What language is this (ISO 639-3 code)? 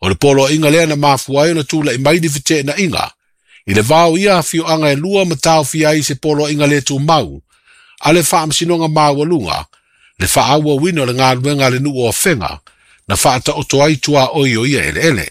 smo